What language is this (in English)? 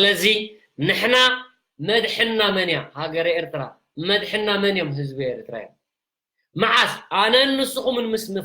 Tigrinya